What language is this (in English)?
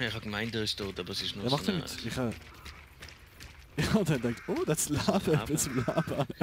Swiss German